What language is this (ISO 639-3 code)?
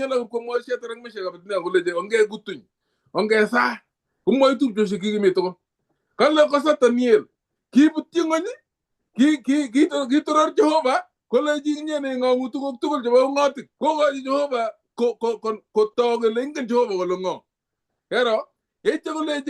kln